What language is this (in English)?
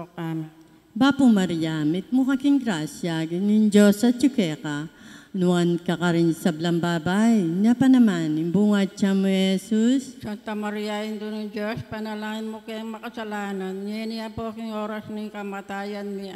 Pampanga